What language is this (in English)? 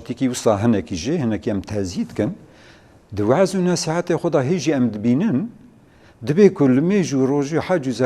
Kurdish